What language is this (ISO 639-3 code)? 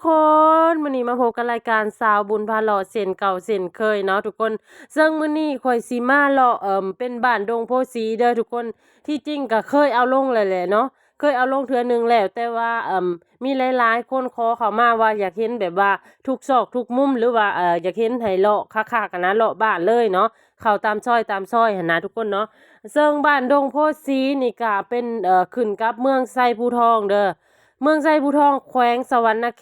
lao